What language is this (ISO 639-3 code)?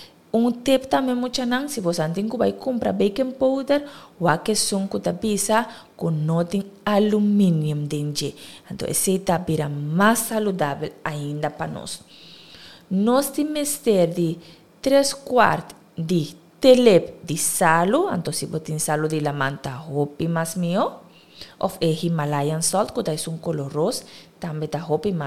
pap